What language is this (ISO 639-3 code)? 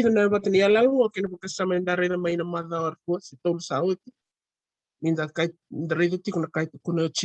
fij